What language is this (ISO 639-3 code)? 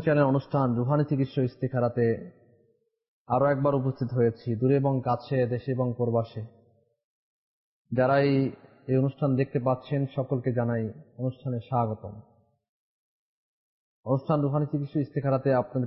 ben